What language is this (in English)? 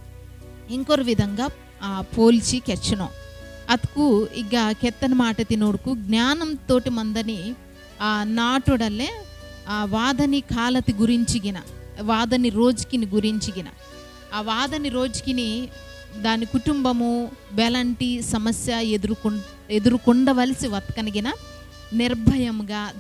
Koya